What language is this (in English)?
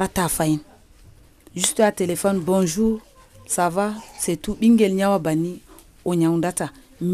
Nigerian Fulfulde